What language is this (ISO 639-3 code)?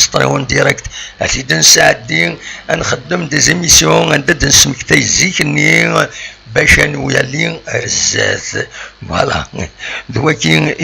kab